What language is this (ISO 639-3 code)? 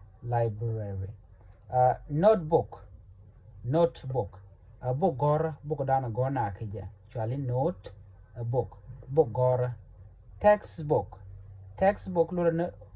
nus